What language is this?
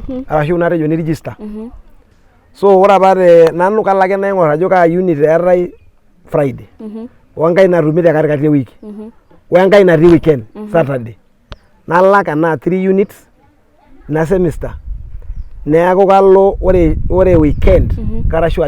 Masai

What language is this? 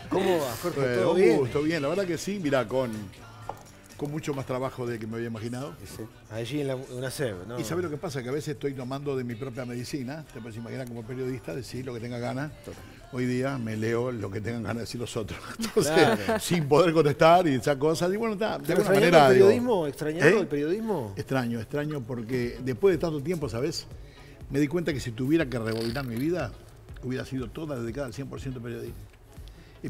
Spanish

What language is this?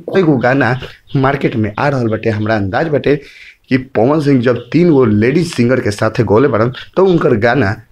Bhojpuri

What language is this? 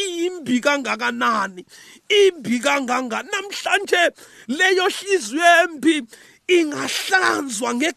South Ndebele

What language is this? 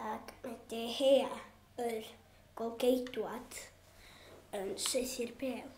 Welsh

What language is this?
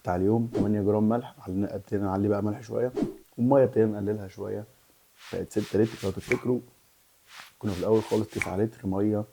Egyptian Arabic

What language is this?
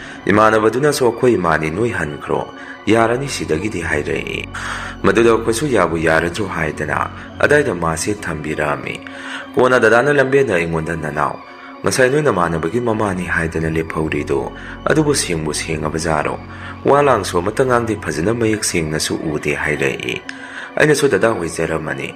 Manipuri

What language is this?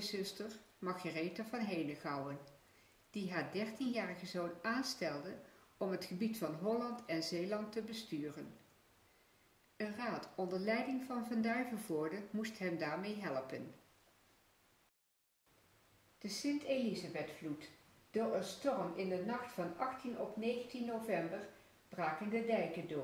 Dutch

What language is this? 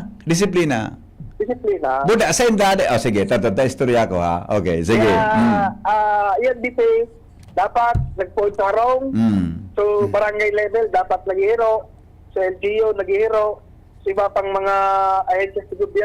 Bikol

